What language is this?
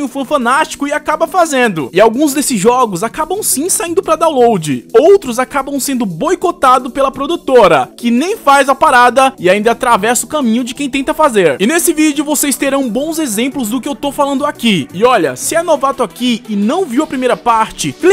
Portuguese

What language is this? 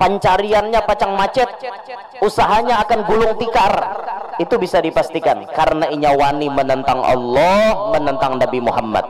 Banjar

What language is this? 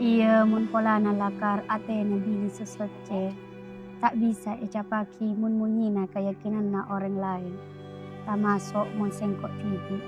Madurese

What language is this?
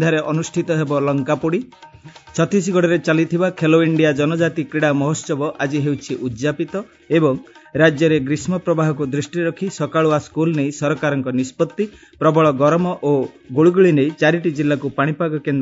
Odia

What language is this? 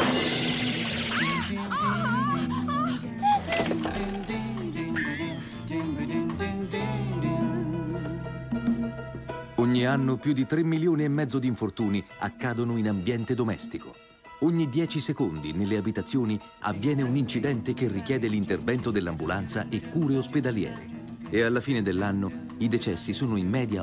Italian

